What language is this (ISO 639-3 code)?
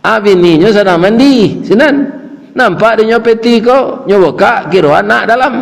min